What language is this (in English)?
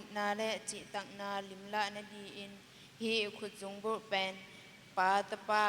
Tedim Chin